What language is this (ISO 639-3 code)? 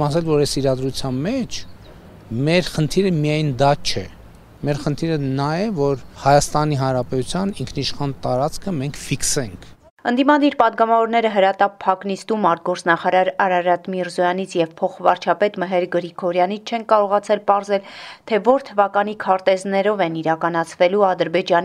hye